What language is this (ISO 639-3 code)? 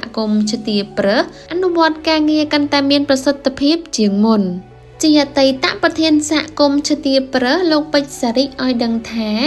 khm